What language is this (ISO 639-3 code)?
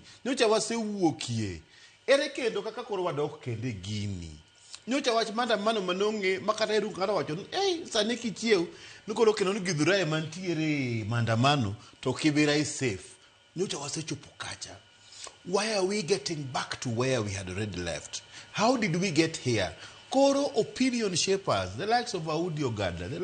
luo